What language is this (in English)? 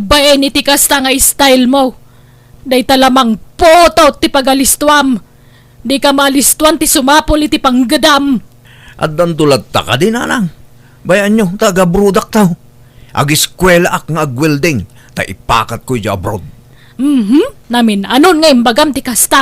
Iloko